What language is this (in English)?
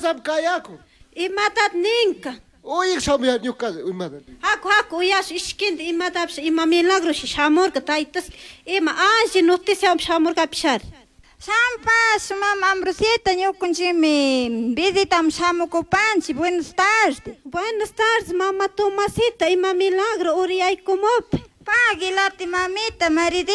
Chimborazo Highland Quichua